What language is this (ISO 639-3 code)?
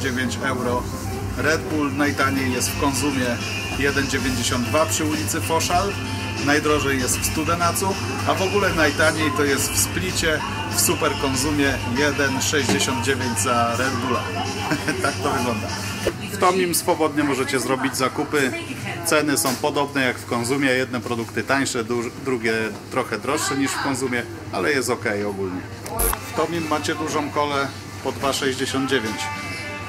pol